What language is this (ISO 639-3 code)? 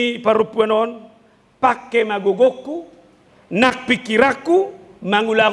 bbc